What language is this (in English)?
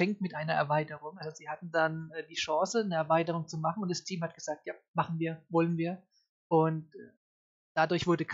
German